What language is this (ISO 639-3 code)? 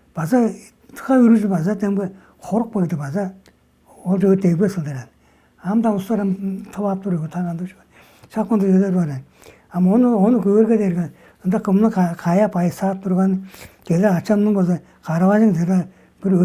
tyv